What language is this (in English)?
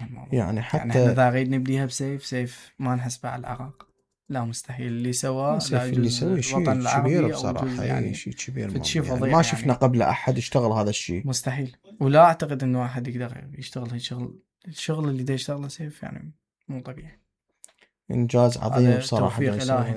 Mesopotamian Arabic